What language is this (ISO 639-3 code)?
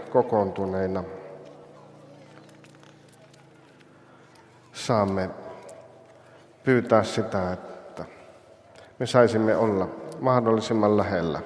fin